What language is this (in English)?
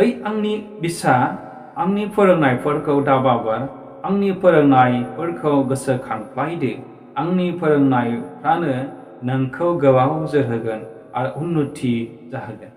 Bodo